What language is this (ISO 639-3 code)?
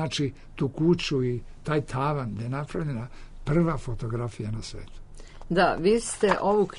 srp